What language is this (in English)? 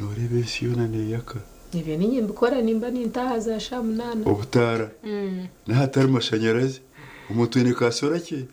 Nyankole